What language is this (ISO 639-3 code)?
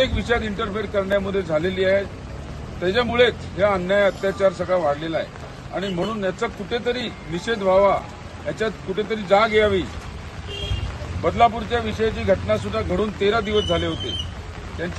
mar